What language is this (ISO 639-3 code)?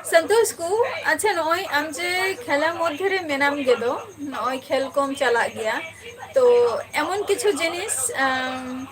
sat